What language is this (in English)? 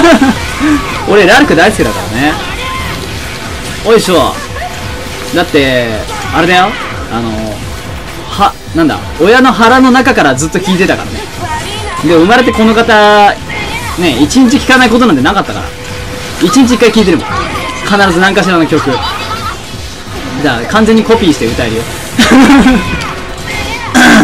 Japanese